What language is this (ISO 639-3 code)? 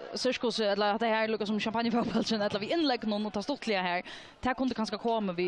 fao